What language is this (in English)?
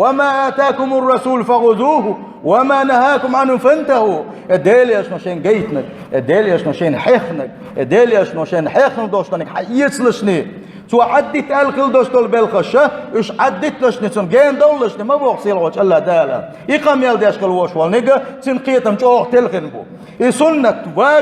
Chechen